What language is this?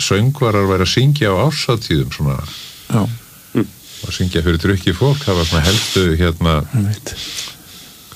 Icelandic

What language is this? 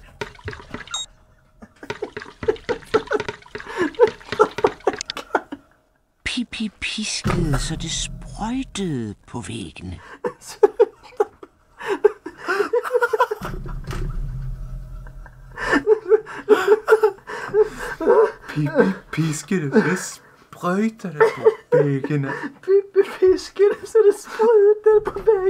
Swedish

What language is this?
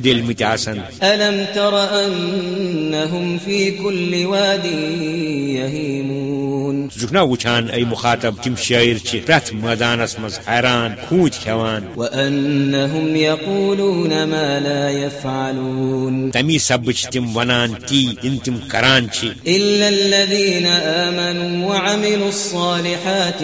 Kashmiri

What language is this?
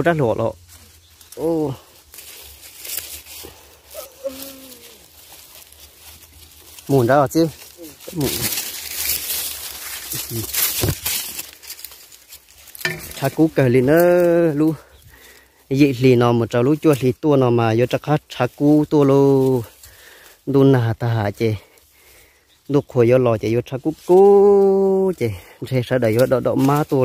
Vietnamese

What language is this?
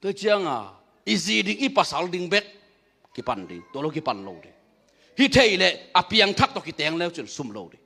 Tedim Chin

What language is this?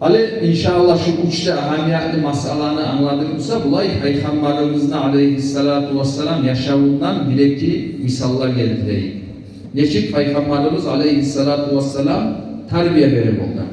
Kumyk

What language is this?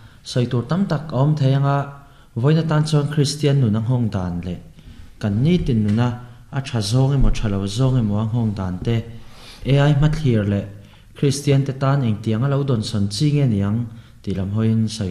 Mizo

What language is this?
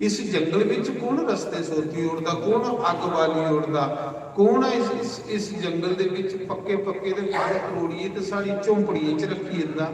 Dogri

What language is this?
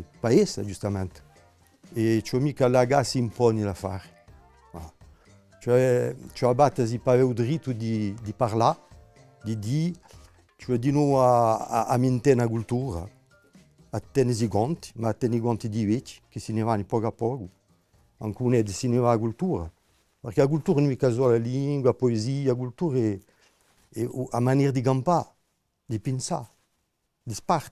Corsican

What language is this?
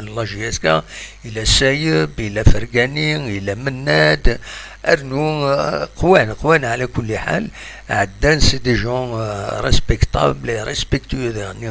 Kabyle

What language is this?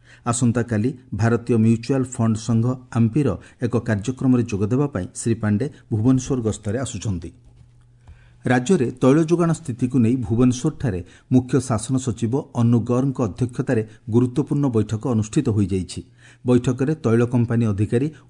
Odia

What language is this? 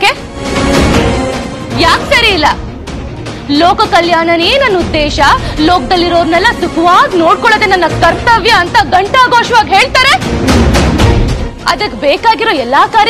Kannada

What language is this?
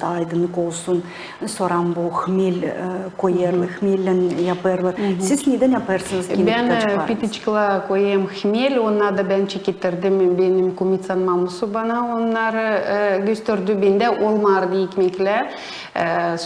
Gagauz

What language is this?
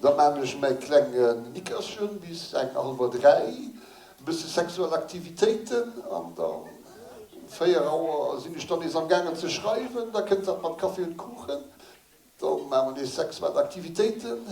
Luxembourgish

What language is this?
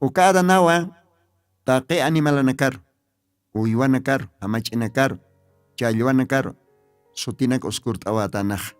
Aymara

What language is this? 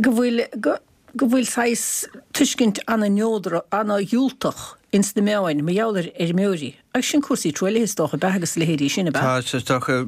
Irish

